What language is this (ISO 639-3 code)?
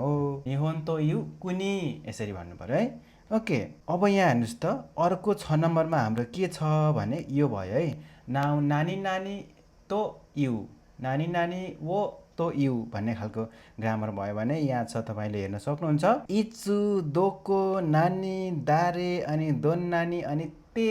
nep